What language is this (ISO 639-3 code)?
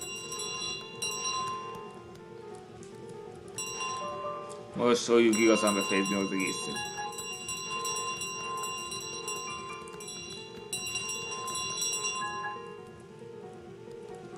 hun